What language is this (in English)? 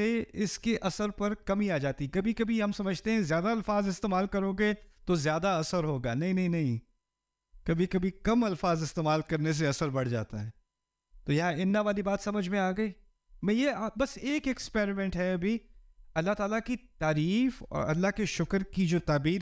Urdu